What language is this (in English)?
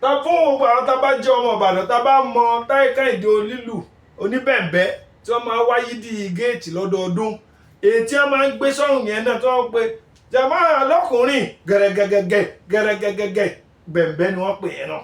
Yoruba